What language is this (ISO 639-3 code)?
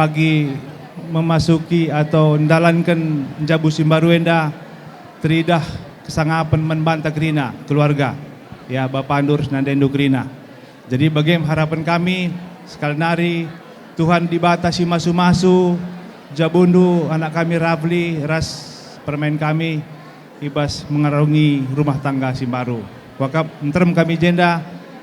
btx